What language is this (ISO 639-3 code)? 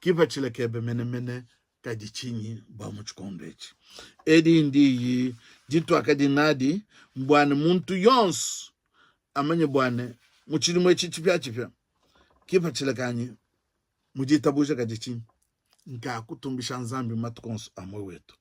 lua